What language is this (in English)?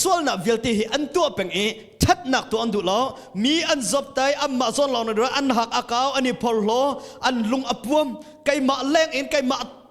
Hakha Chin